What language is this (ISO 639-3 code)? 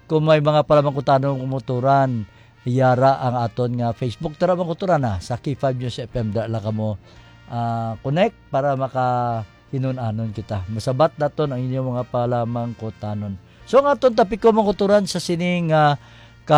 hil